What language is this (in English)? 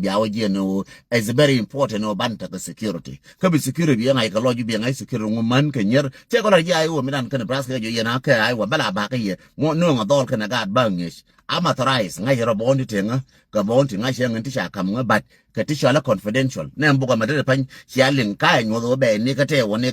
Nuer